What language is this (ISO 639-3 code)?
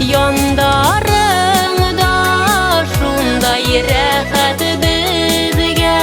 bak